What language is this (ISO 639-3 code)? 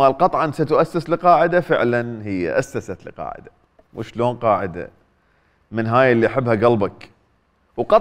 acm